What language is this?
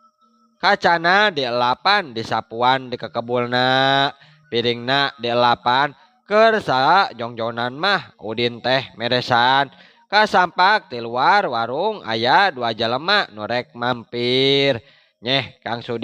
Sundanese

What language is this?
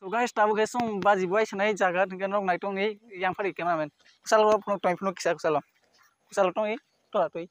Kok Borok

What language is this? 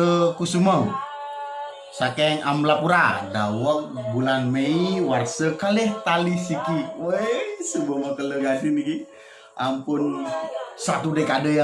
Balinese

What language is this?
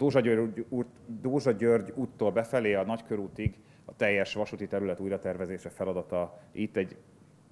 Hungarian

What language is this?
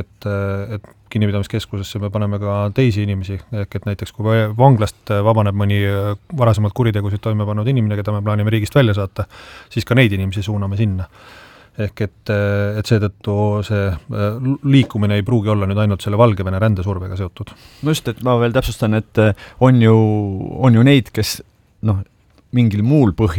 Estonian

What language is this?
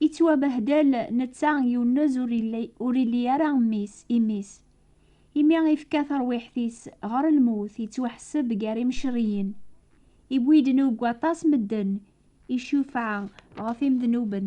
Kabyle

